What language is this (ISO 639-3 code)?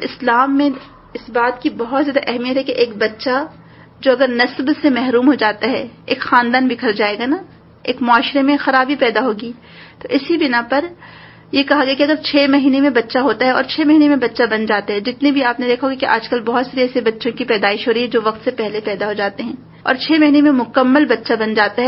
urd